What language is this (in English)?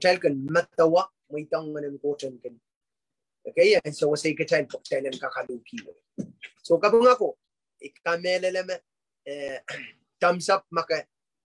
Pohnpeian